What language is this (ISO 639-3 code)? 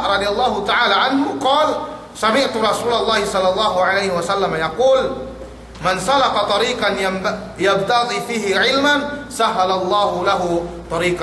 yka